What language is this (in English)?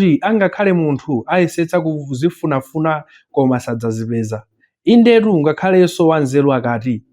Nyanja